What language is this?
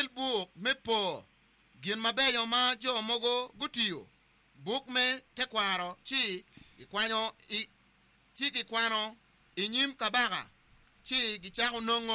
Acoli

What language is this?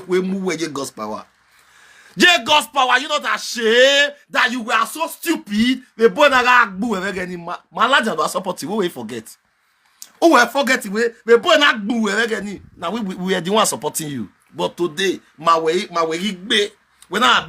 Nigerian Pidgin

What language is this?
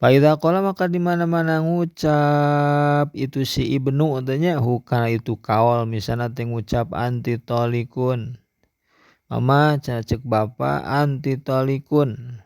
Sundanese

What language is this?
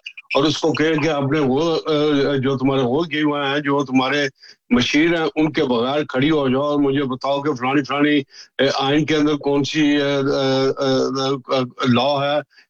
Urdu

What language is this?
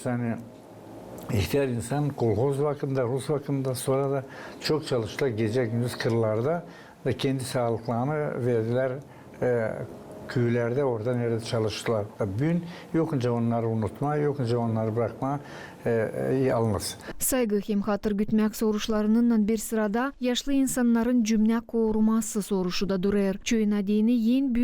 Gagauz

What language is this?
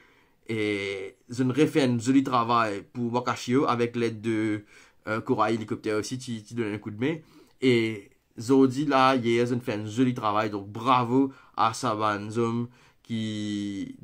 Morisyen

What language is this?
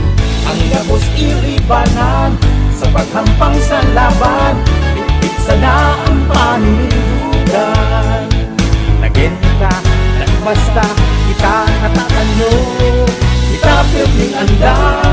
Bikol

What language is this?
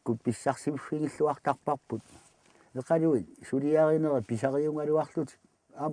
Kalaallisut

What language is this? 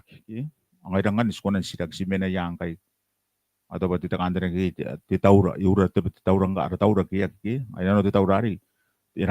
Gilbertese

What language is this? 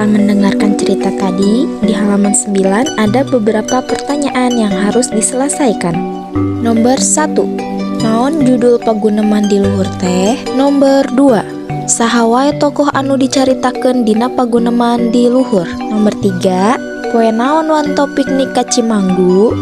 Sundanese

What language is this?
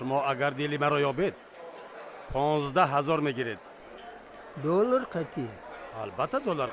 Tajik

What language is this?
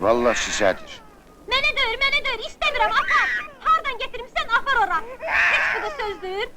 Azerbaijani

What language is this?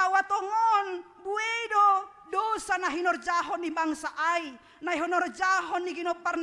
Batak Simalungun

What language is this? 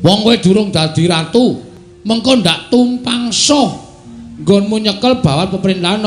Javanese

